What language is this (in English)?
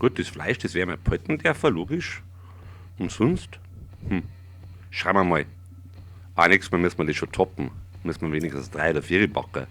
Bavarian